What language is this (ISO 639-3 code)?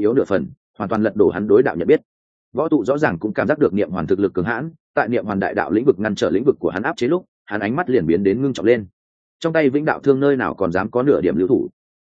vie